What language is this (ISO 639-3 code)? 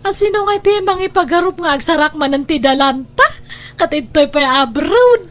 ilo